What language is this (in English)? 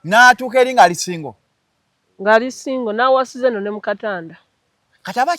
Ganda